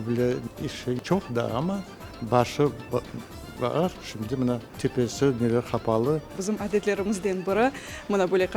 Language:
Crimean Tatar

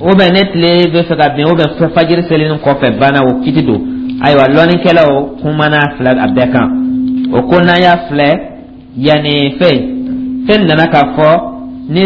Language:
Dyula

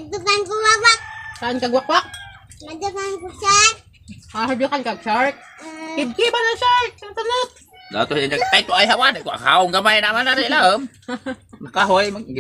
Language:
Cebuano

